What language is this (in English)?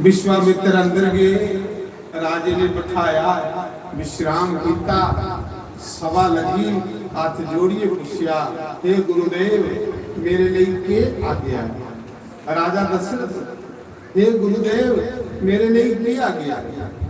Dogri